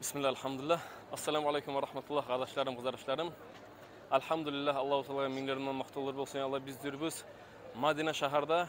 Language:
Kumyk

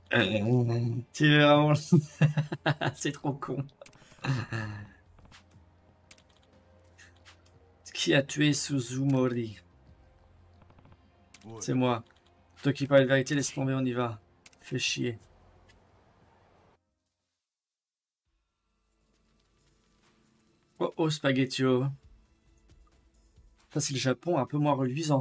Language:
French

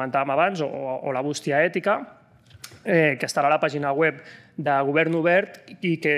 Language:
Catalan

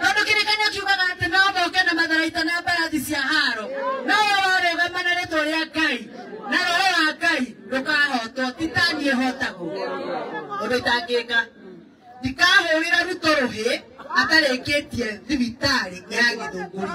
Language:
Kikuyu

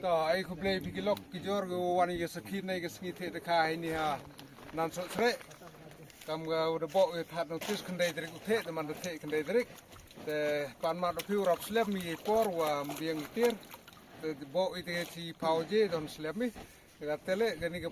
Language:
Khasi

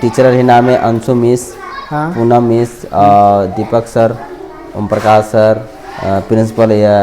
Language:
Kurukh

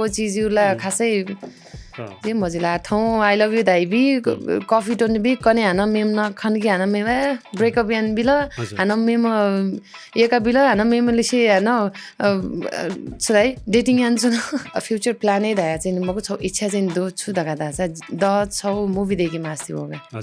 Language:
Newari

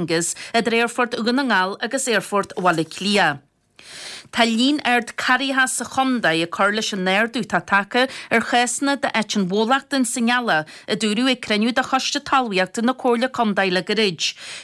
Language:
Irish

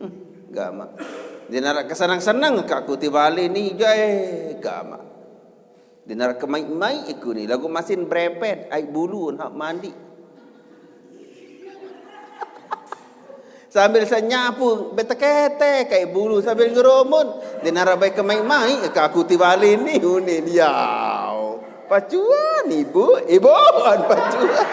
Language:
Sasak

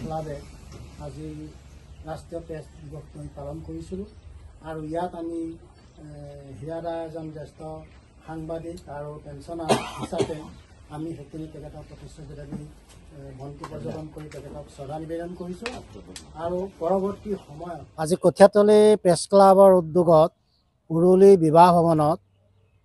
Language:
Assamese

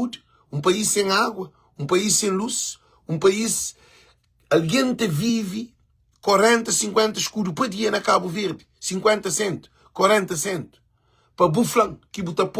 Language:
Kabuverdianu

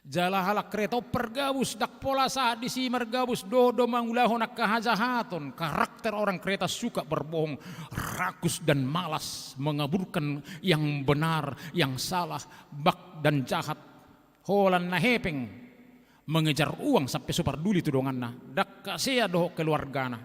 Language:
Batak Toba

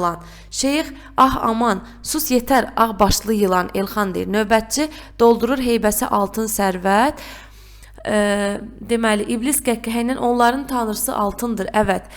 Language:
Azerbaijani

